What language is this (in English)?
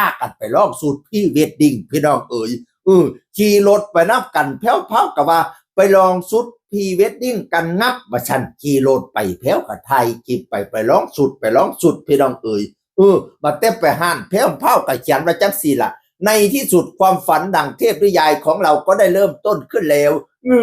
Northeastern Thai